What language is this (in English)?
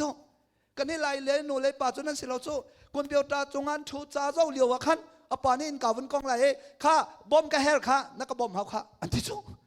Hakha Chin